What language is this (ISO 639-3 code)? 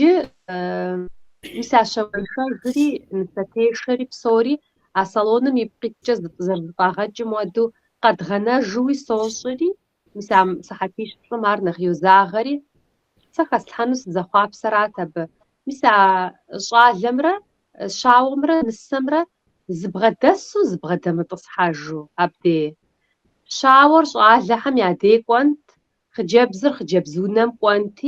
kbd